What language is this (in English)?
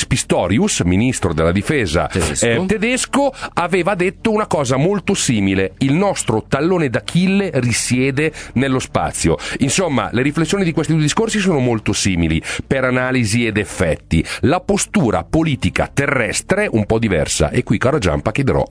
Italian